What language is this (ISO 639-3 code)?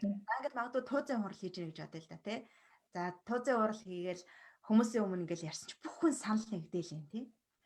mon